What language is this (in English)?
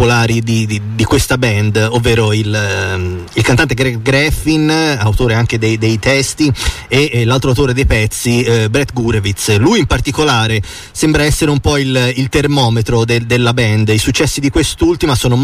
Italian